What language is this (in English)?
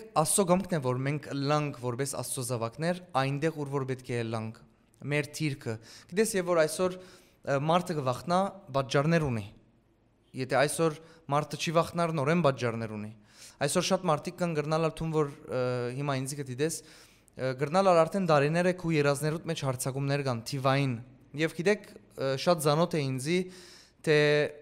Western Armenian